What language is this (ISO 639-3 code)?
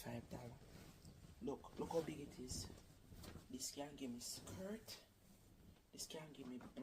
jam